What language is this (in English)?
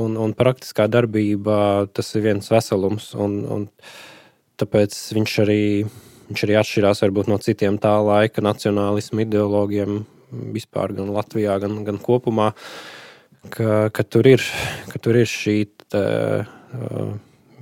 Latvian